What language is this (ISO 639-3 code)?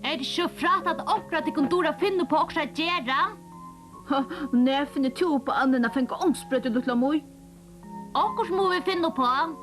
fao